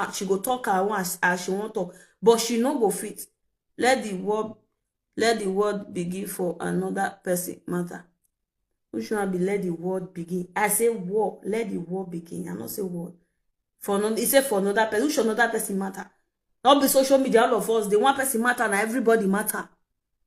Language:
Nigerian Pidgin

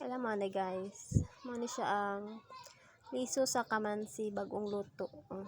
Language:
Cebuano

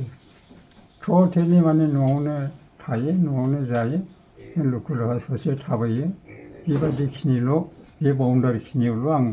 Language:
Bodo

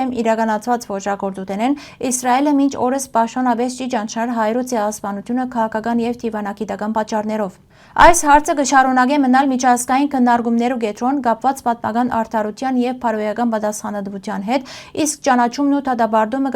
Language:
Western Armenian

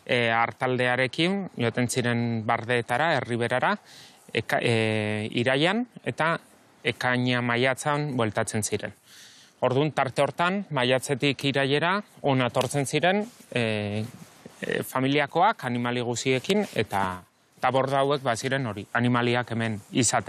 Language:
Basque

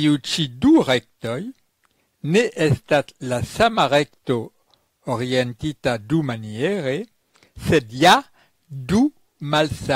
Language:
Esperanto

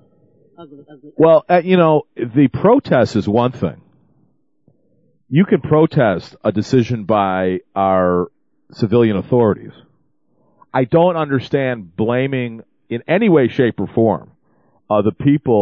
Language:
English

